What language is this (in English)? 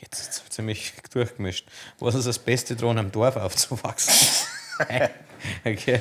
Bavarian